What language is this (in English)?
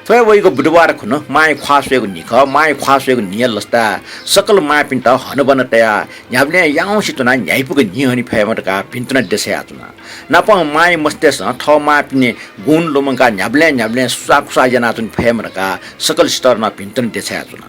Newari